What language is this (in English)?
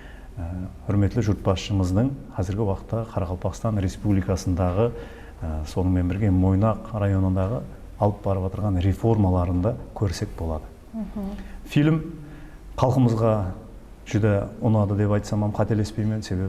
Kara-Kalpak